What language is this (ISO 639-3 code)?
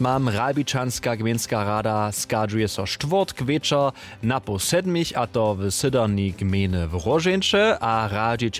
hsb